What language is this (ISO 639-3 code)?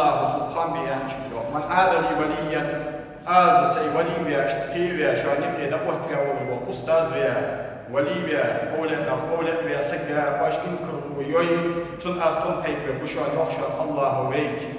inh